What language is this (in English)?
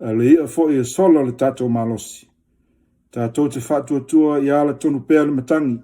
Samoan